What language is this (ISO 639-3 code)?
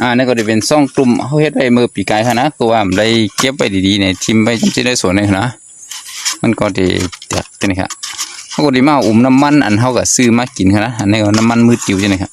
shn